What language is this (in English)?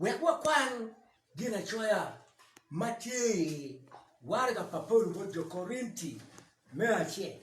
Acoli